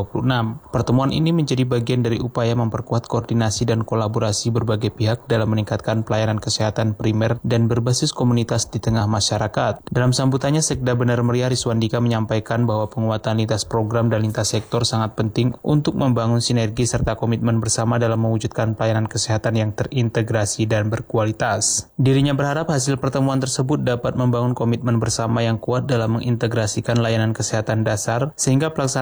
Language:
Indonesian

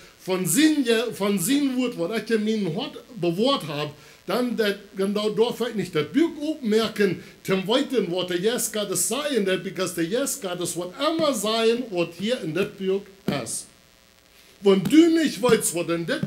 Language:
Plautdietsch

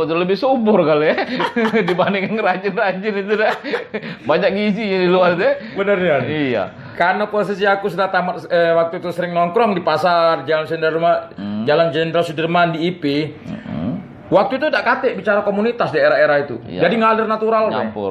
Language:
Musi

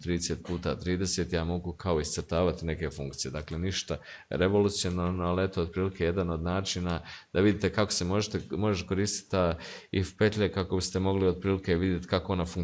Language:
Croatian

